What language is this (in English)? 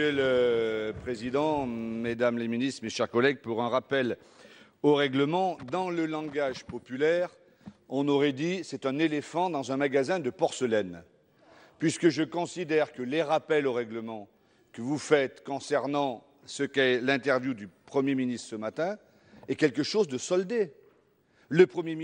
French